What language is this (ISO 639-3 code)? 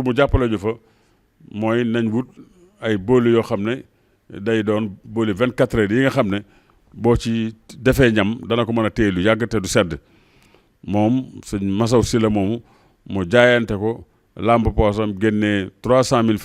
wol